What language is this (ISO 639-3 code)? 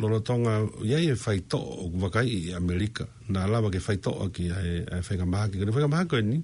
ton